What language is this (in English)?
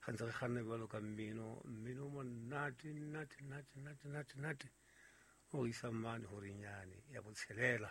Southern Sotho